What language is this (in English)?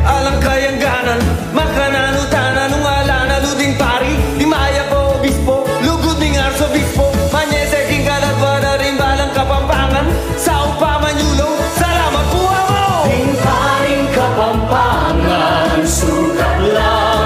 Pampanga